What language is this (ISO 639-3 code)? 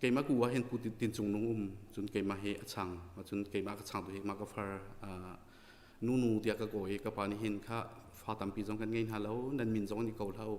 cnh